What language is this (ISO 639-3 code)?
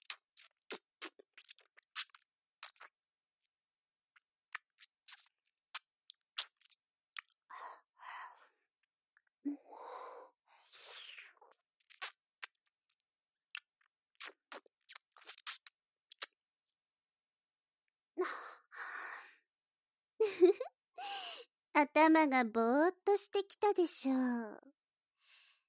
jpn